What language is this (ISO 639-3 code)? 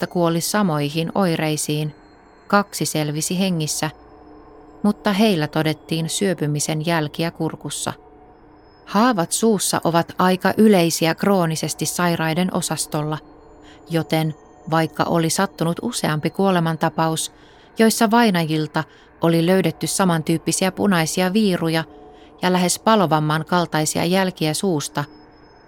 fin